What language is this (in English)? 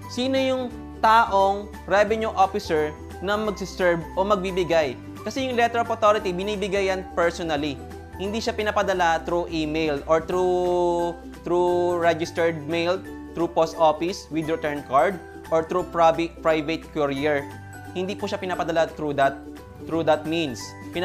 Filipino